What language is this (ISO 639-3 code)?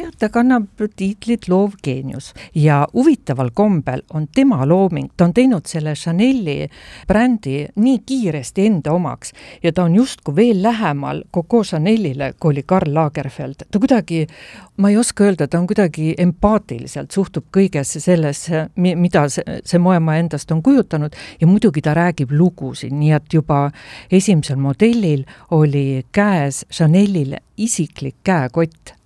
est